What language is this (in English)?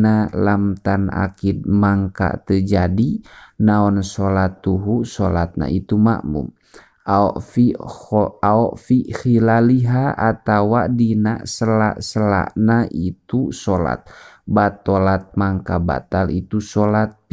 Sundanese